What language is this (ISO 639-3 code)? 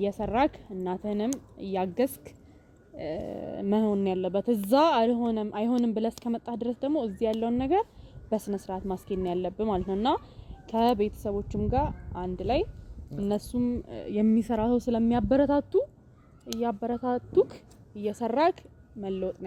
amh